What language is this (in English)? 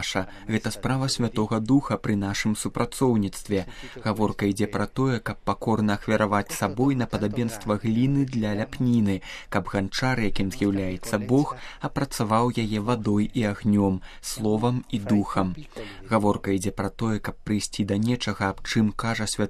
Belarusian